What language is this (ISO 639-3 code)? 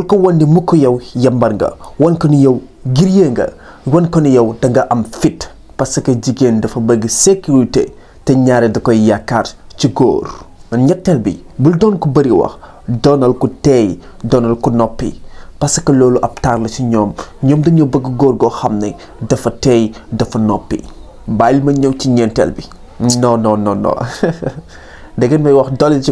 wol